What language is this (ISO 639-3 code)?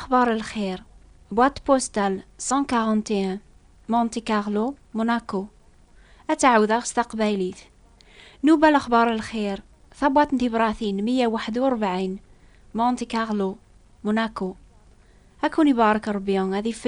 kab